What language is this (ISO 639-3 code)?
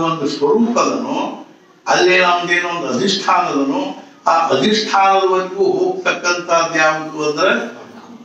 kan